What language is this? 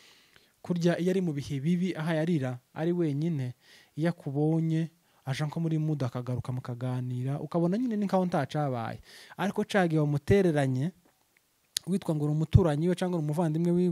Rundi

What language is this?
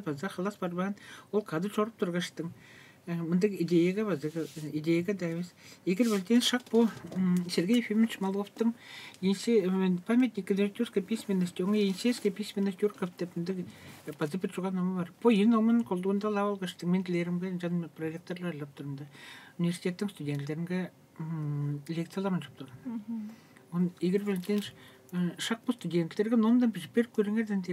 Tuvinian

